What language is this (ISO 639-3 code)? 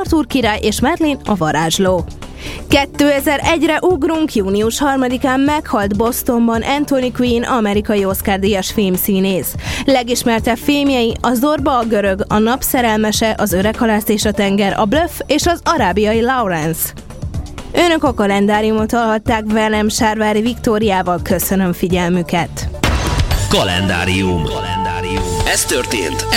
hun